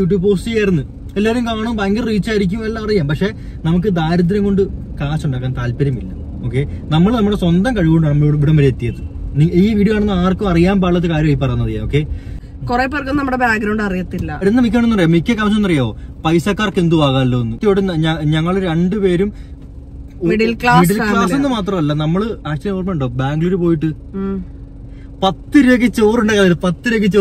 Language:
Malayalam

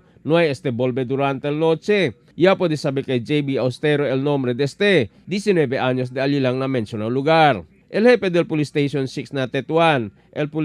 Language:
Chavacano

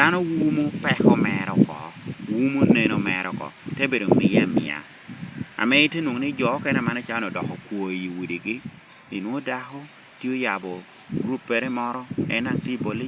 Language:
Lango (Uganda)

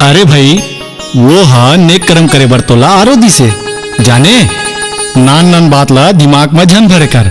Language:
Chhattisgarhi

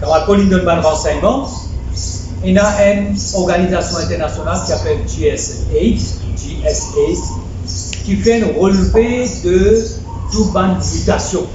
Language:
Morisyen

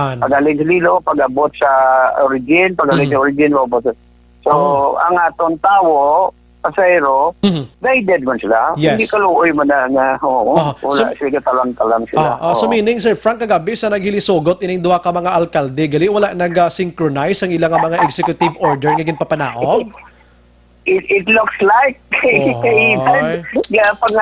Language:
Hiligaynon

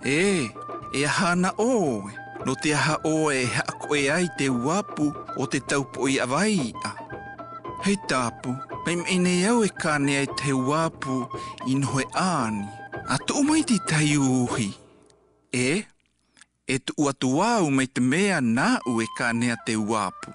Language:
South Marquesan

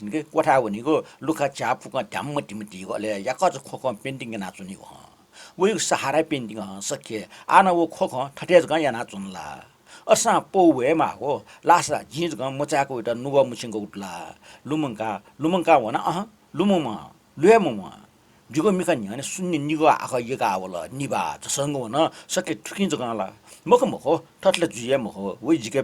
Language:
Newari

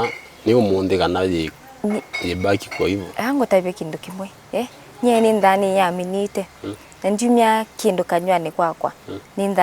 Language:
Kamba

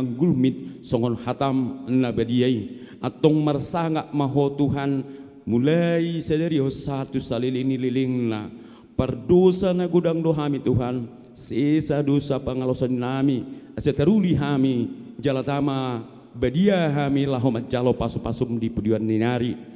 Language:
Batak Toba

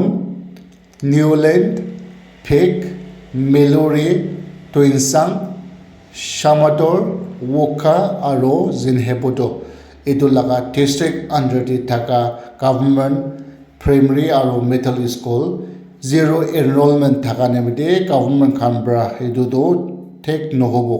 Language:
Naga Pidgin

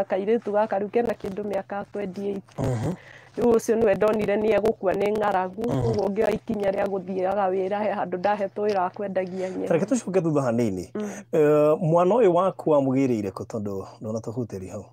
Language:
Kikuyu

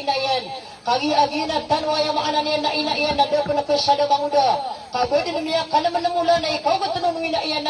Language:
Maranao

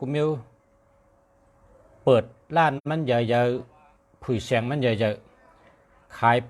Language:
Shan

